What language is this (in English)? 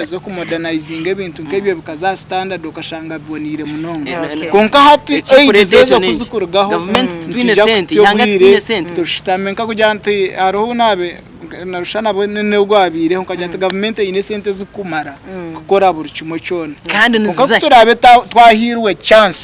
Nyankole